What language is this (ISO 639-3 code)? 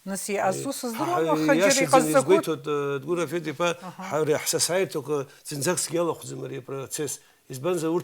abk